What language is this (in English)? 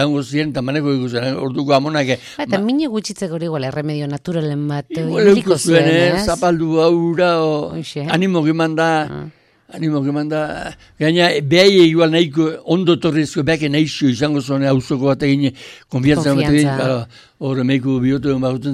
Basque